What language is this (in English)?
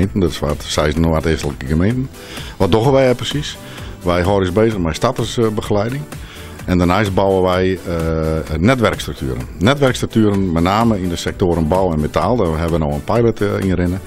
Western Frisian